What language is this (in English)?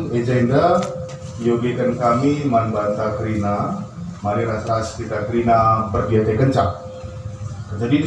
Batak Karo